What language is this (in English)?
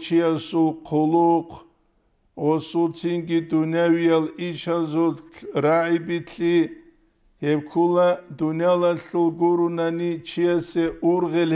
Avaric